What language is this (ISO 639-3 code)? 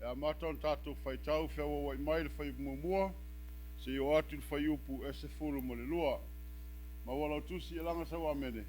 smo